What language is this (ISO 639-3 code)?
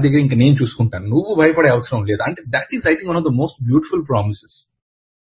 tel